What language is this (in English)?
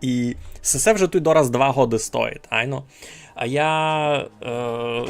Rusyn